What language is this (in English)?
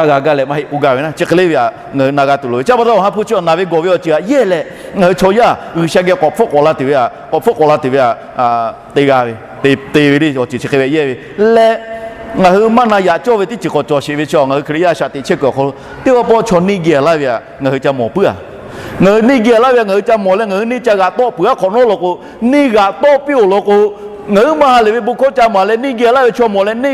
Lahu